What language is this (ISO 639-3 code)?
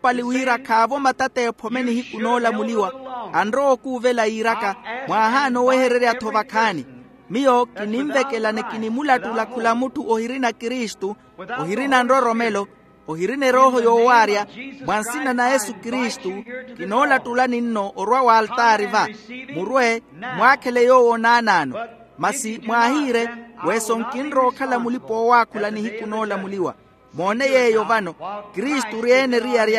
vmw